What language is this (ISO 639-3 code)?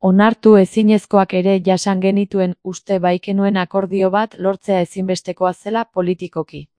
eus